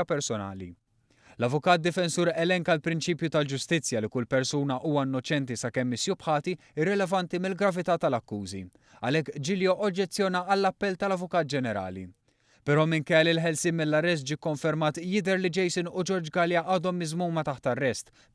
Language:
Maltese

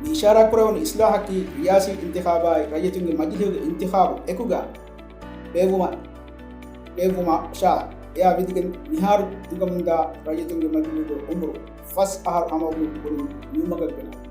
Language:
Divehi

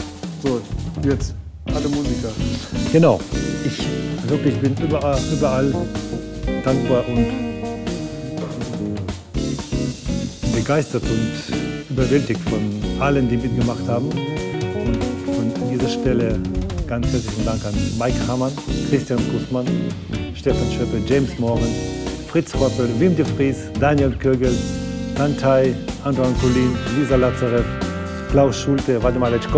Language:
German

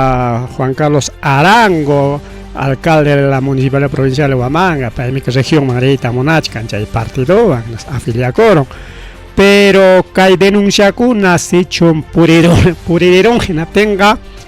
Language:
Ayacucho Quechua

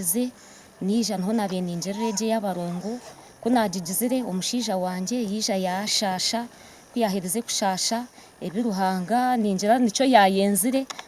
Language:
Nyankole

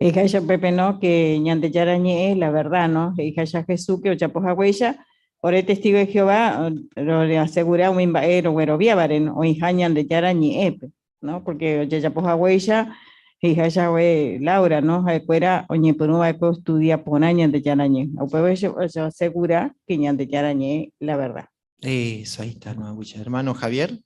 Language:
Guarani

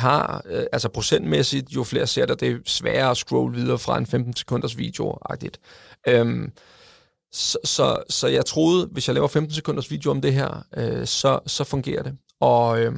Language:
Danish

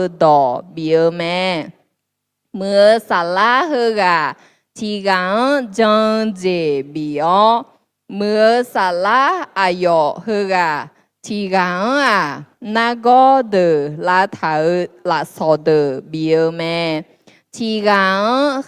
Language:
Akha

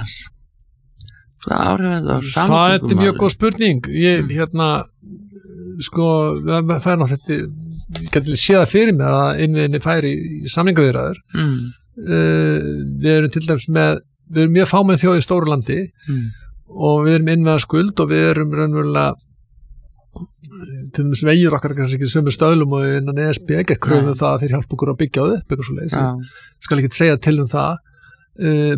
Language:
Icelandic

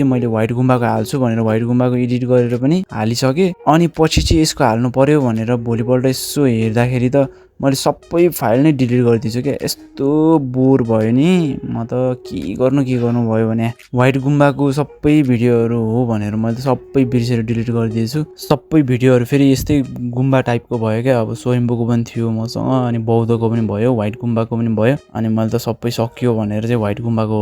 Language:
Nepali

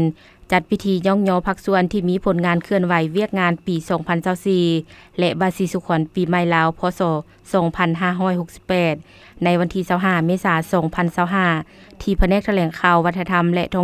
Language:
Lao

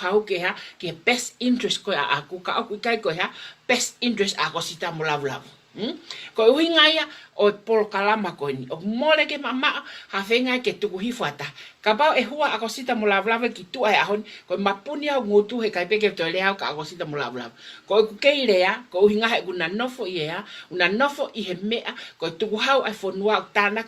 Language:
Tongan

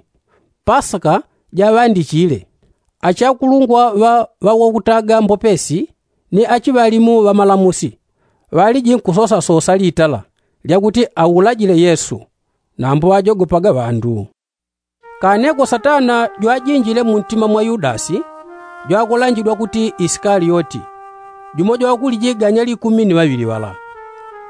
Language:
Yao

